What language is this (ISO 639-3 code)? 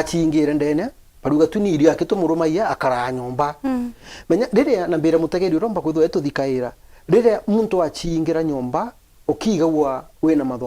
mer